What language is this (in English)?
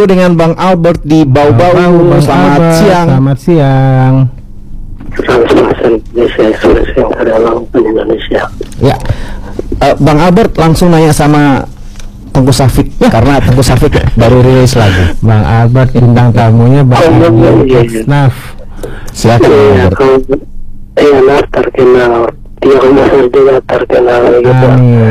Indonesian